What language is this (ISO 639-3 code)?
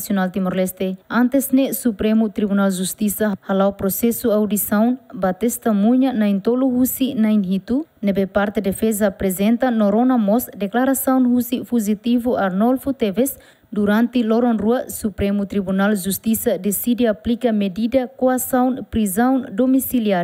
tet